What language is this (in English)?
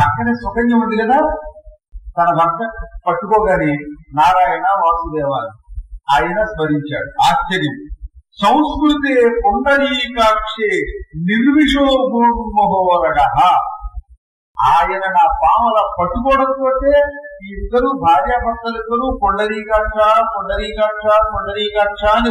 Telugu